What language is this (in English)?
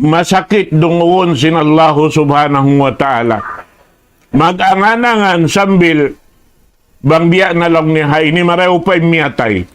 Tausug